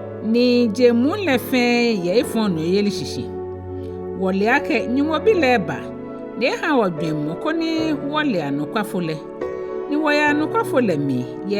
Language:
Ga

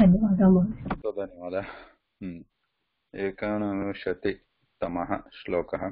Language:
Sanskrit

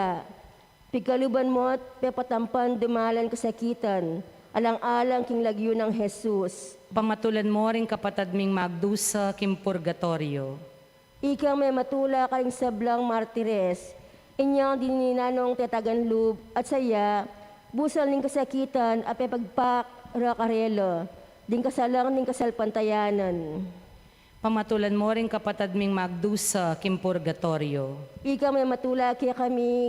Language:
Pampanga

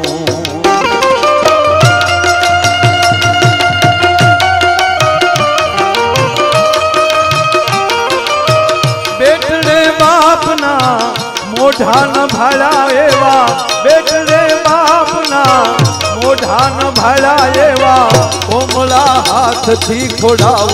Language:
Gujarati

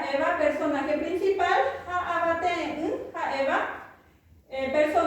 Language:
Guarani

